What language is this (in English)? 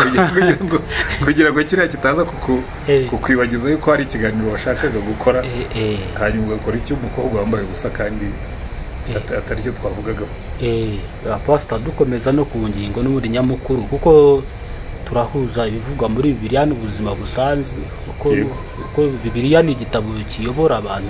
Kinyarwanda